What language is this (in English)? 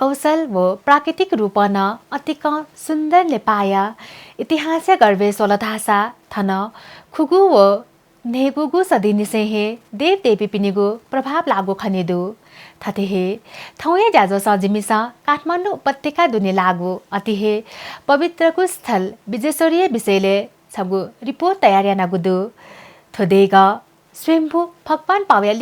Newari